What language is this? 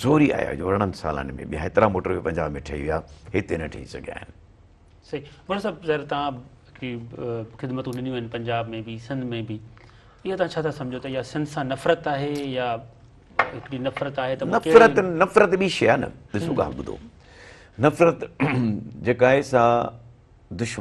Sindhi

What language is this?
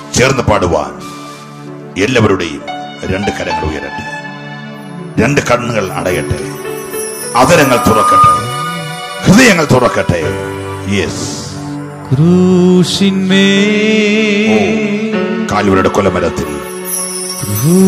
Malayalam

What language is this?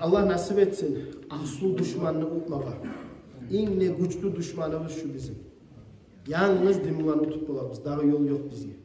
Kumyk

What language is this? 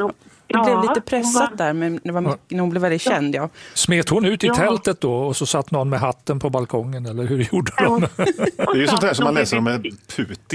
Swedish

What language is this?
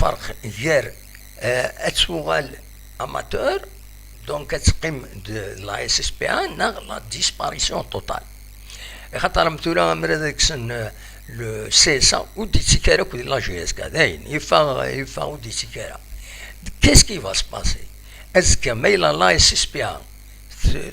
Kabyle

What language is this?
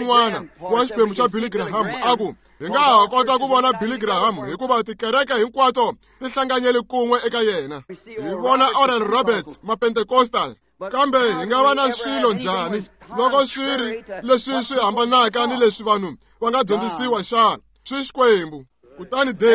Tsonga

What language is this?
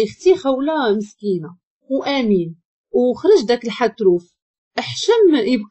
Moroccan Arabic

